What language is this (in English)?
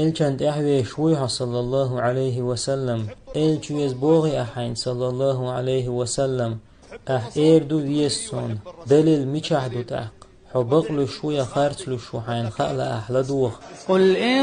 Chechen